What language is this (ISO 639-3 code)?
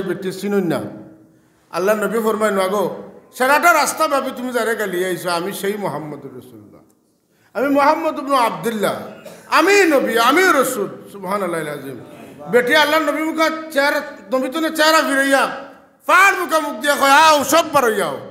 syl